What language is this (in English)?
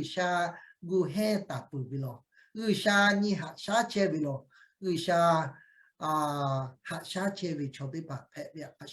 Lahu